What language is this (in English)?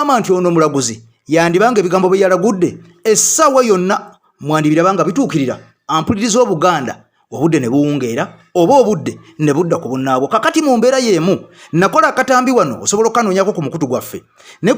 Ganda